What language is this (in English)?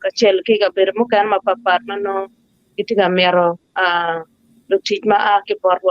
Acoli